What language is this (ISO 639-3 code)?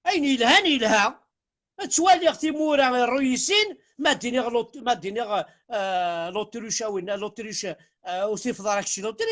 kab